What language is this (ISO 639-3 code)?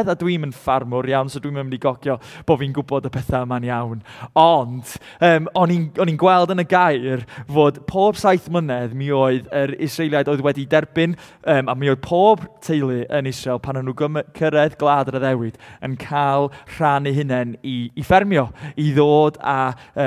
cym